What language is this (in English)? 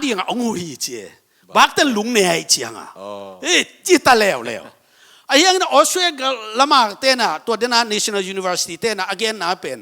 Tedim Chin